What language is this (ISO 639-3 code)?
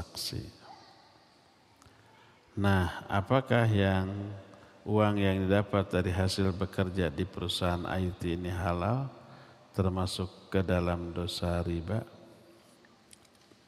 ind